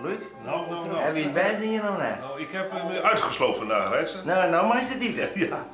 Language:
Western Frisian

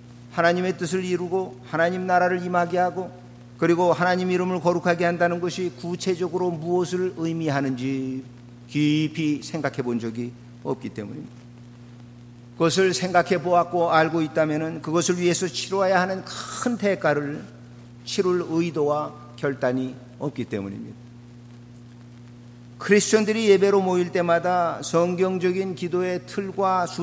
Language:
Korean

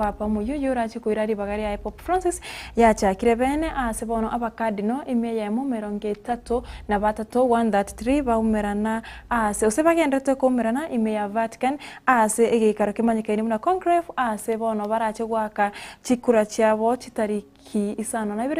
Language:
Gusii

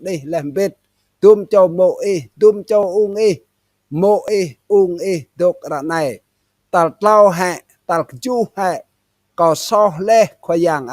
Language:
Rade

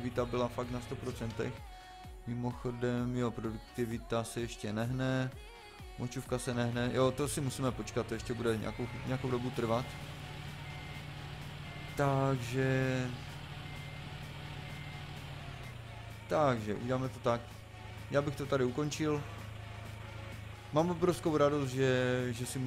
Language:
Czech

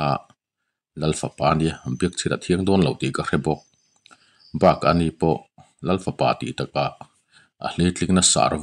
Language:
Mizo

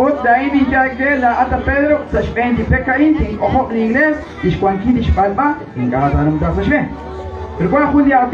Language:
Kekchí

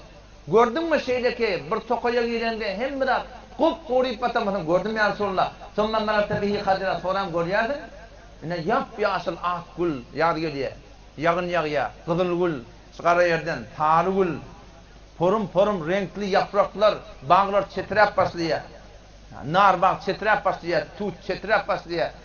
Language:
Turkmen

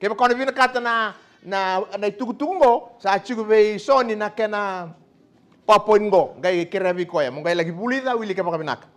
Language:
Fijian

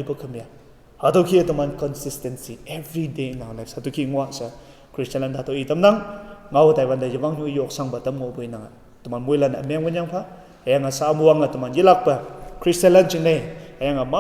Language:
Konyak Naga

